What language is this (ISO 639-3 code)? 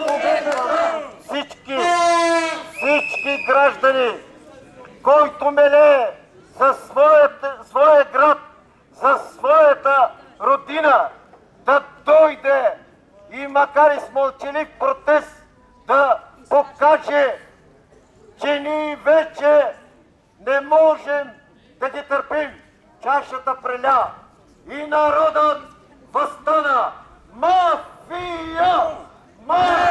bul